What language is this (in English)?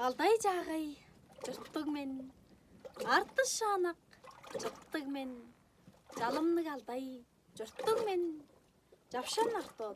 Tuvinian